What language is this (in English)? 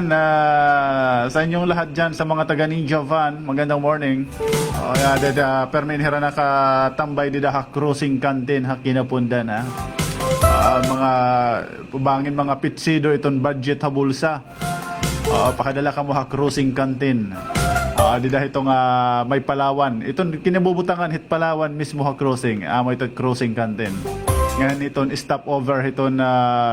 Waray